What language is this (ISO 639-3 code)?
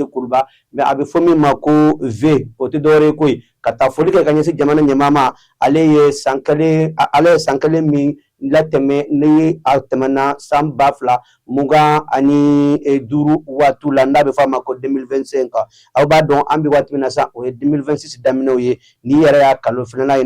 bam